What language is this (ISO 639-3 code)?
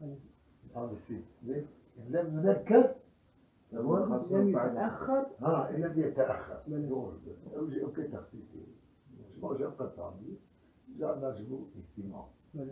kur